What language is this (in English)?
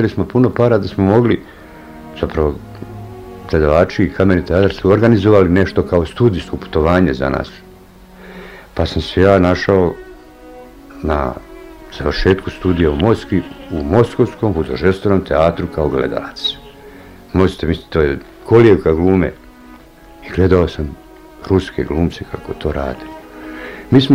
Bosnian